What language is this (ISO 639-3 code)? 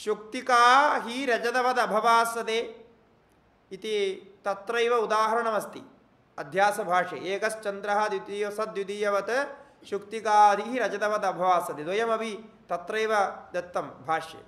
san